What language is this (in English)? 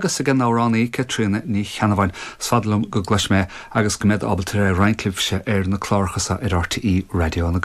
Irish